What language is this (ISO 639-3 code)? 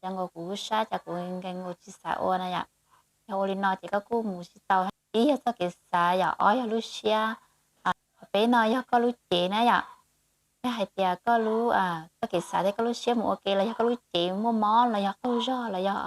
hmn